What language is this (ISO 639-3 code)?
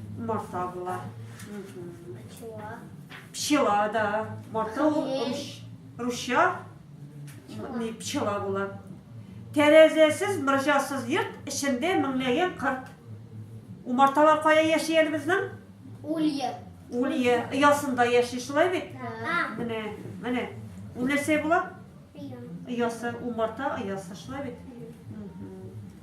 tat